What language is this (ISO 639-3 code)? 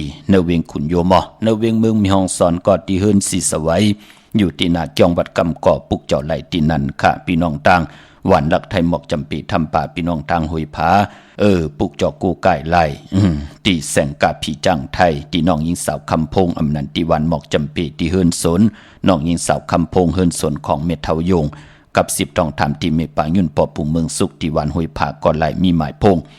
shn